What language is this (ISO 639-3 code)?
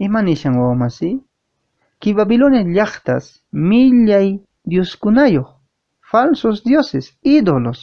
que